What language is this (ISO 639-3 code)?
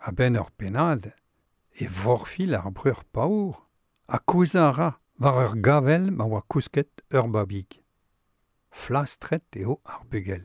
bre